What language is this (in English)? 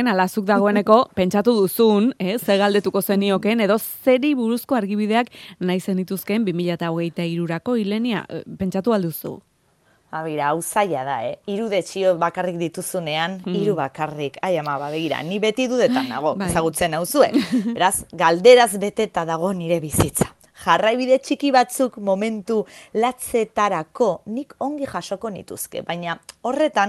Basque